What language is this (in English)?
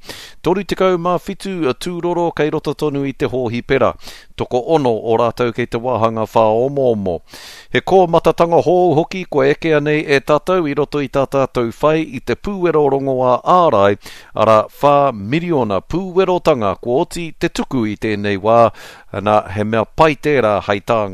Māori